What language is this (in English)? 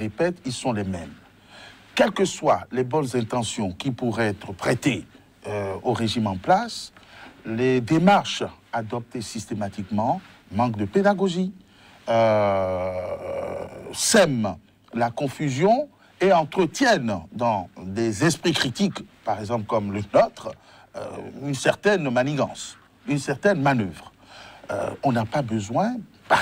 French